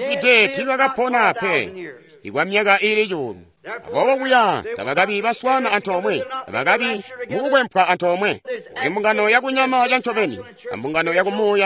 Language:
Tonga (Zambia)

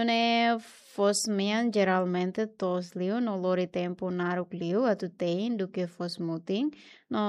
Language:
Tetum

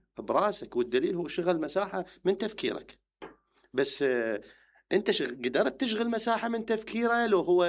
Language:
Mesopotamian Arabic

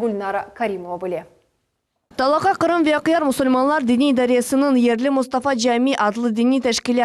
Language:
Crimean Tatar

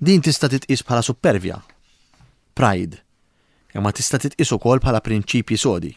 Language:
Maltese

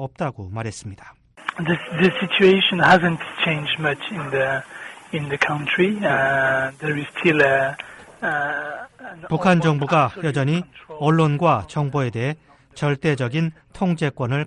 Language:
Korean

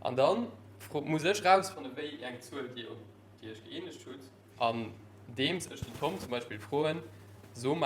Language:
Luxembourgish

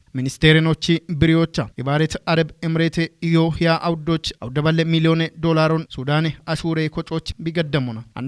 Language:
Kafa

